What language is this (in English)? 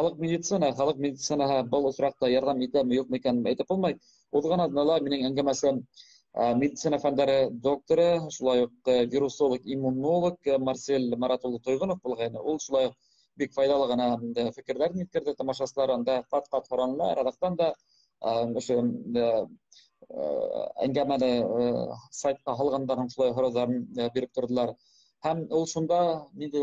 Bashkir